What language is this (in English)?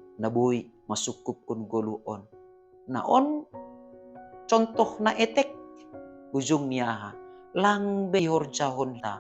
Batak Simalungun